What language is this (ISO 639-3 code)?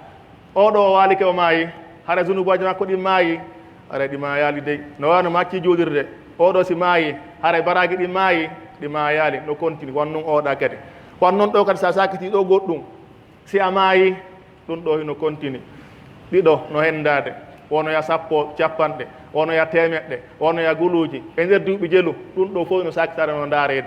fuf